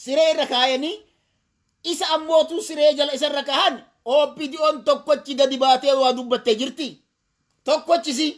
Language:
Oromo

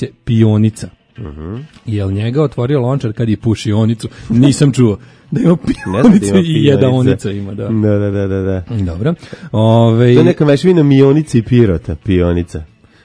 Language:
Serbian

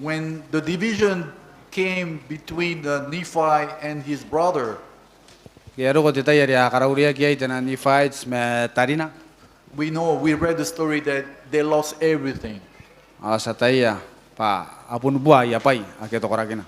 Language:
Gilbertese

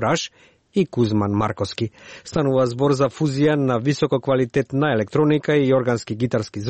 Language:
Macedonian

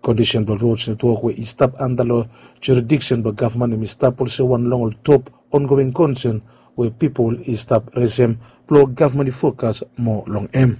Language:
Bislama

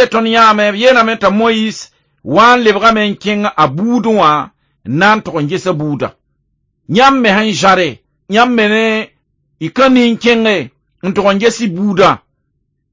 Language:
Mossi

